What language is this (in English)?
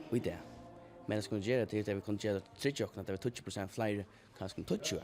Faroese